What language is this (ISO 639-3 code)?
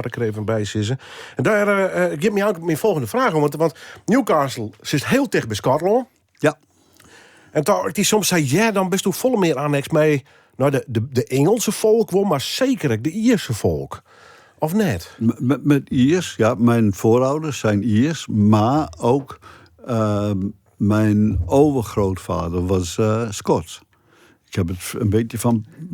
fry